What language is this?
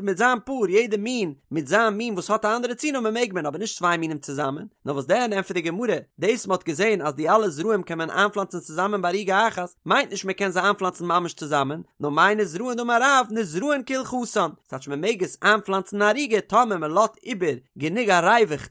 Yiddish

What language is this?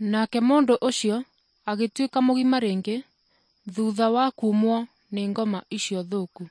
Kikuyu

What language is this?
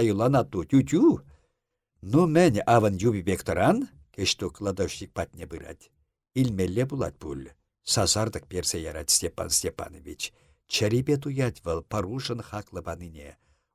Chuvash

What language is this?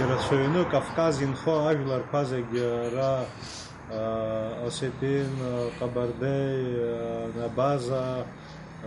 Abkhazian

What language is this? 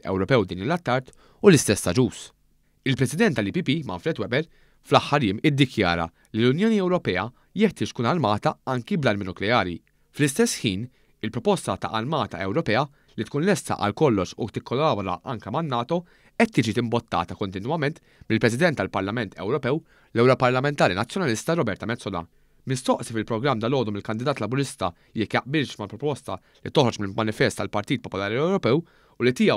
Maltese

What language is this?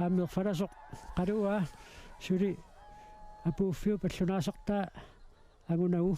Kalaallisut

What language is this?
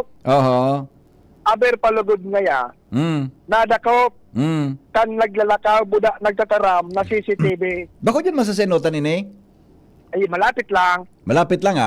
Bikol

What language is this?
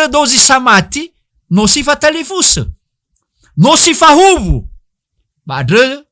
Nias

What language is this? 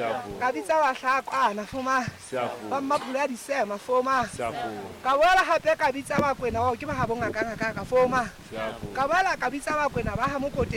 Southern Sotho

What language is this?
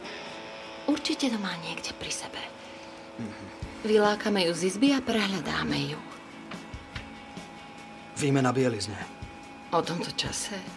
Slovak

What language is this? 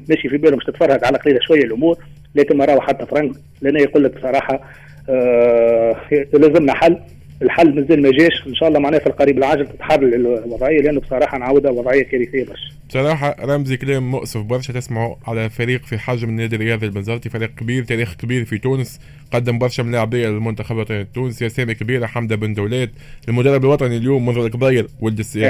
Tunisian Arabic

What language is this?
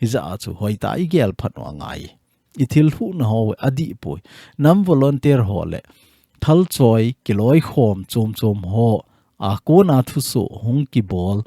Thado Chin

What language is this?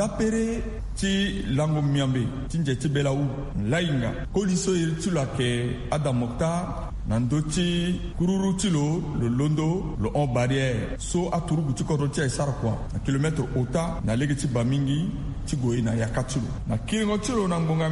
Sango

